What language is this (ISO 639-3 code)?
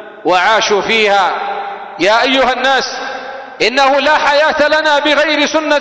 ara